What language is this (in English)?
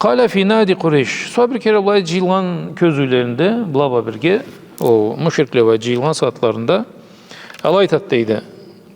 Karachay-Balkar